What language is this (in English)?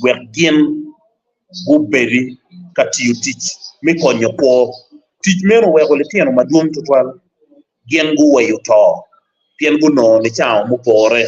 Acoli